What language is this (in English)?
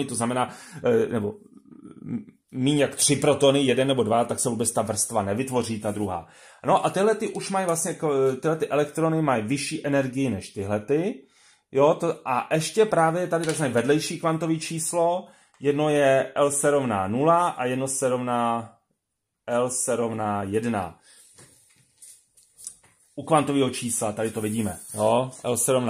Czech